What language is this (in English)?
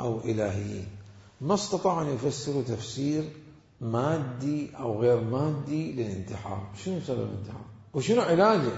Mesopotamian Arabic